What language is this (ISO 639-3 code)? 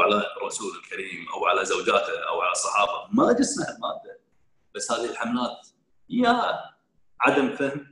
afb